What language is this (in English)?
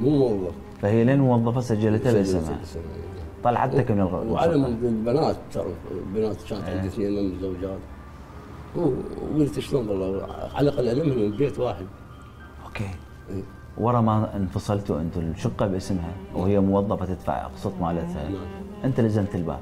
Mesopotamian Arabic